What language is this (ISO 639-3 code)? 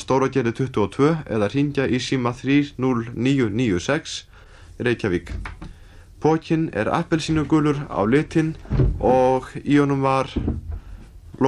isl